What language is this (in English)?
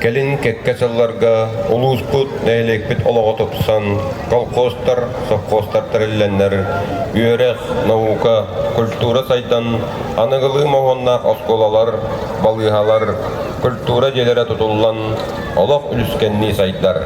Yakut